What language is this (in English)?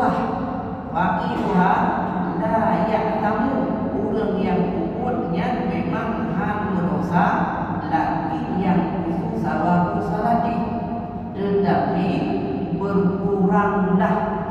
Achinese